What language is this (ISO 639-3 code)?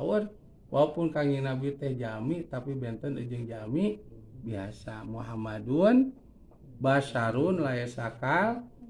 sun